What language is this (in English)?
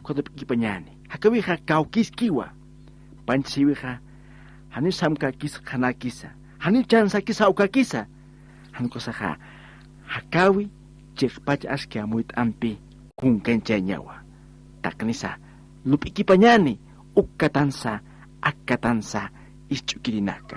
Aymara